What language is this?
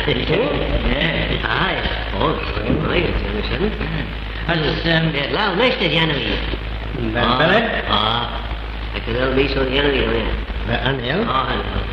Manx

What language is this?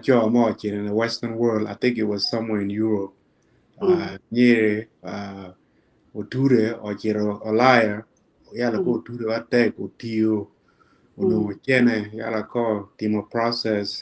Acoli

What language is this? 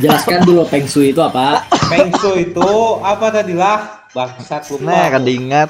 Banjar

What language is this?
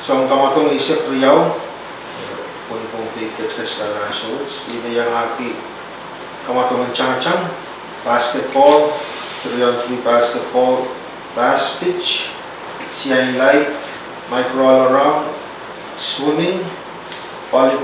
Pohnpeian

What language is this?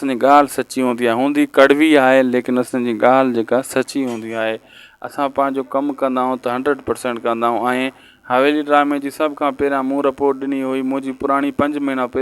Sindhi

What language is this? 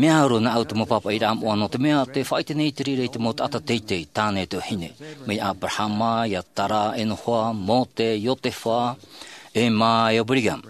Tahitian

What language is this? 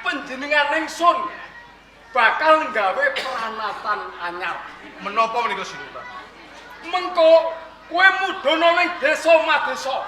Javanese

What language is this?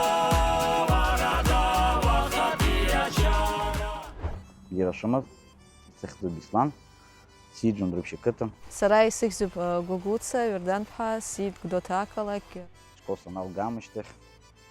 Abkhazian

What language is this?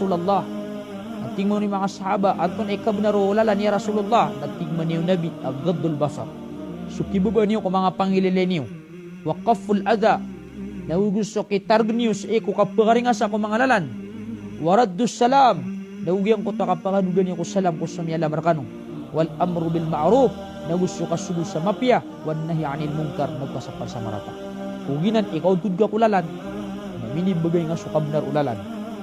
Maranao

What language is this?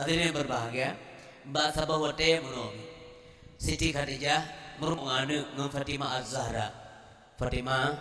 Achinese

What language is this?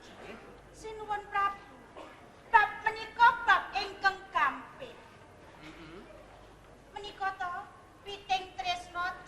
Javanese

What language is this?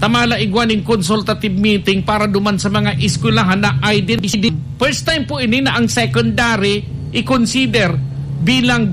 Bikol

